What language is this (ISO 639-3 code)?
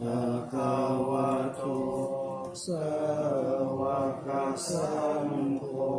pli